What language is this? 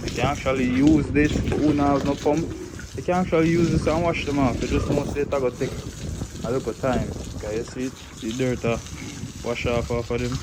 Jamaican Creole English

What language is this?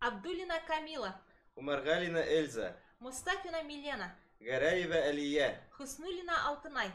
Bashkir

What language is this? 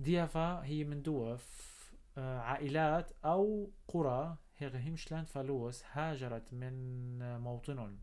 North Levantine Arabic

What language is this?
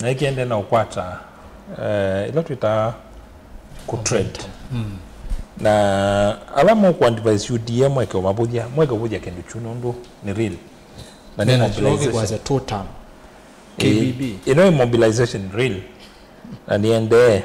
Kamba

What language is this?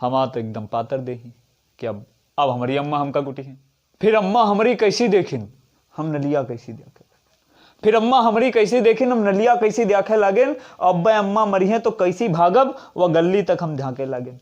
Awadhi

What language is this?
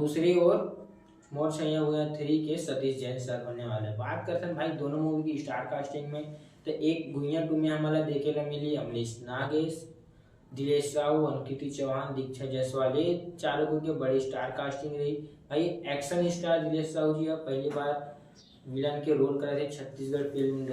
Chhattisgarhi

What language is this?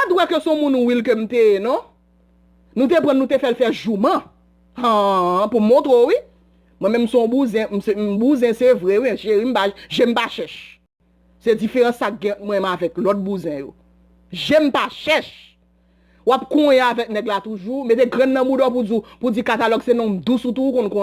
Haitian Creole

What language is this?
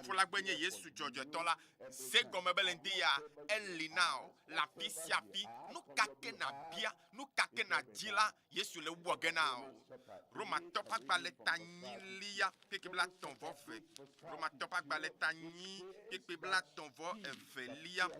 Ewe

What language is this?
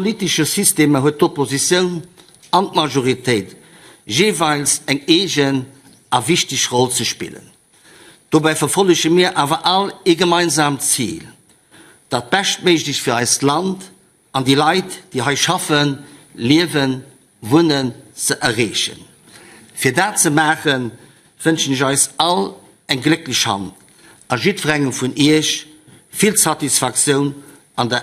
Luxembourgish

